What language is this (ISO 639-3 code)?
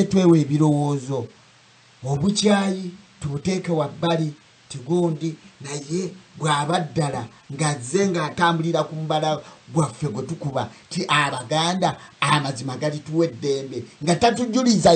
lug